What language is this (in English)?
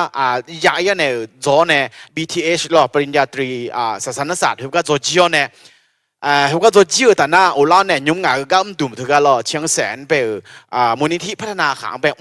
Akha